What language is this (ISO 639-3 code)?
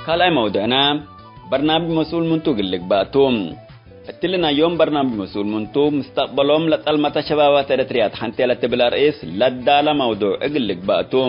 tig